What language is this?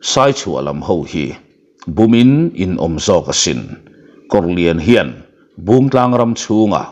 Mizo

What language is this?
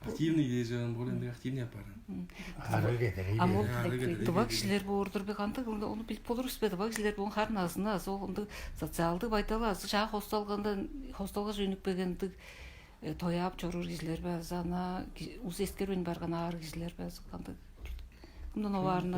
Tuvinian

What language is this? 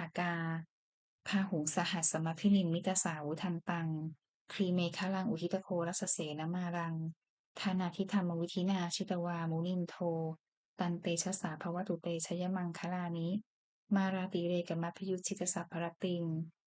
Pali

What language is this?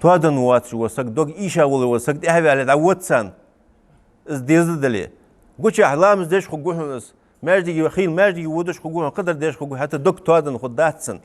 Ingush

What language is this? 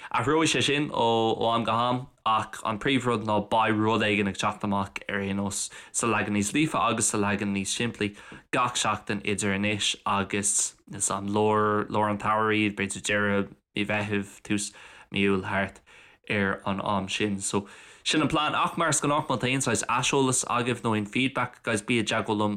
Irish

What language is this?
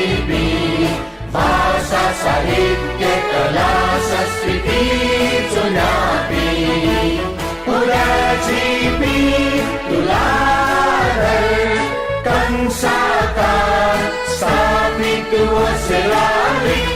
Newari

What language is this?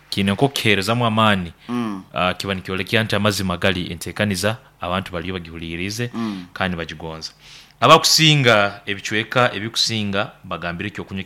Nyoro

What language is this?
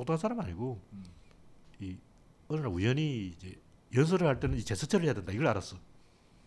Korean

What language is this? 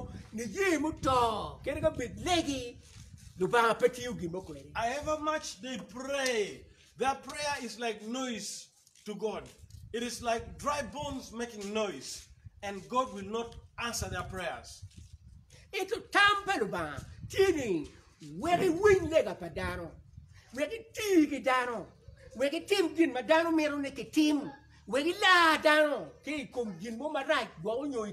Acoli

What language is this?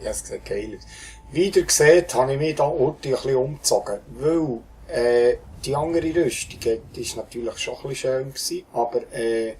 Swiss German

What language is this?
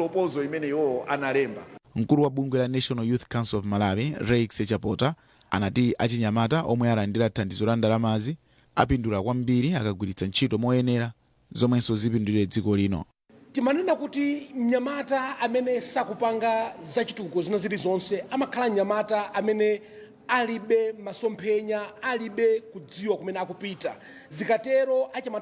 Nyanja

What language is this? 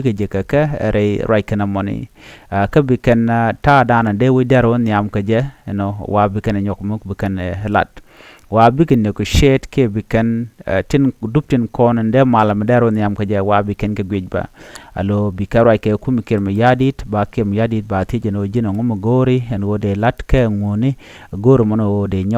Nuer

